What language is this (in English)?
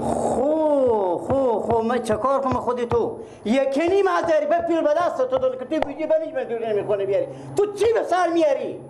Persian